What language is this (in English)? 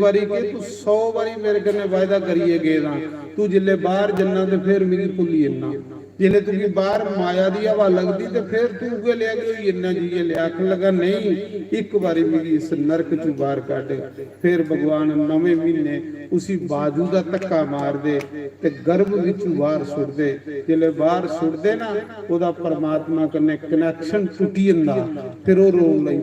Dogri